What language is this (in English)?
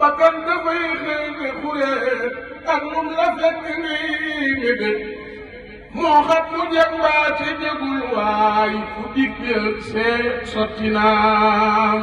Wolof